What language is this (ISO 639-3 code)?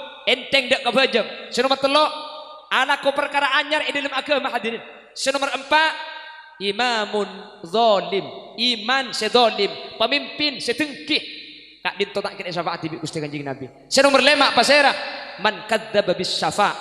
mad